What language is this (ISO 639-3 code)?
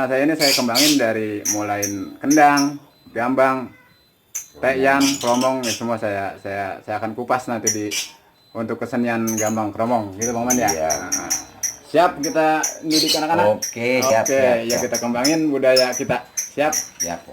bew